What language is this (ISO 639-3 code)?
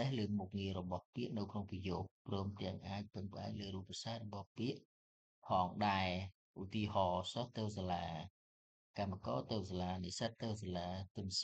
khm